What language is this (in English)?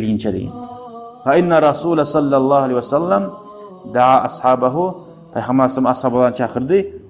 Kumyk